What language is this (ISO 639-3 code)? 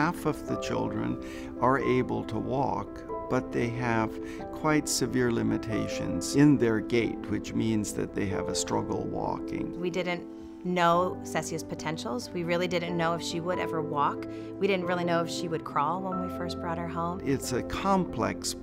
eng